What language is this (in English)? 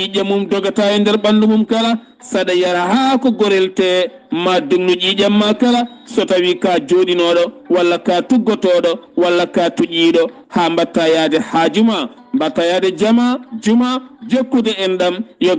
Fula